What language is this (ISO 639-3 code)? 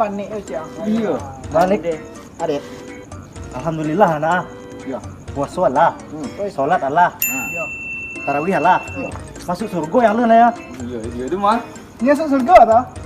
min